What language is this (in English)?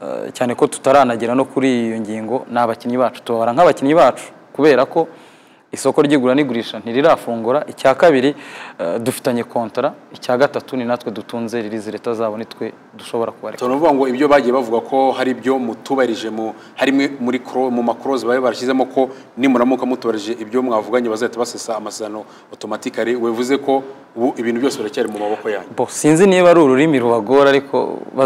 Kinyarwanda